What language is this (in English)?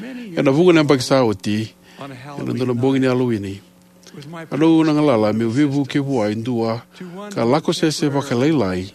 Fijian